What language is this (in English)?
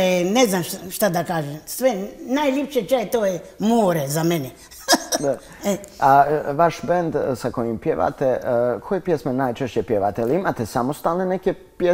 Croatian